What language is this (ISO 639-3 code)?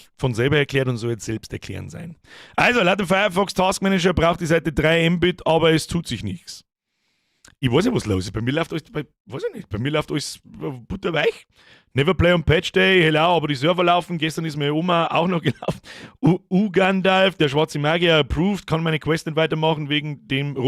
bar